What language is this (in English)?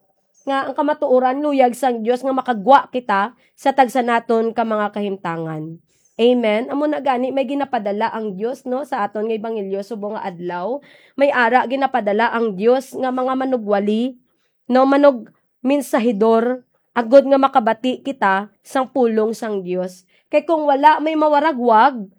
Hiligaynon